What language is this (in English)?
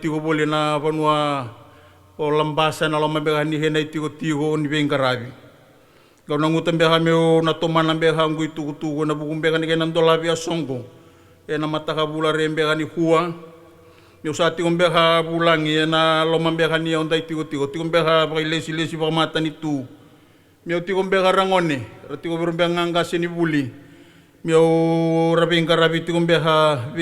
Fijian